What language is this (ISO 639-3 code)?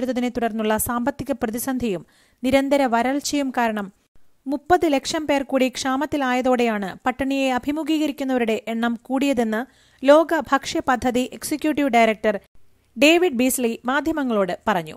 mal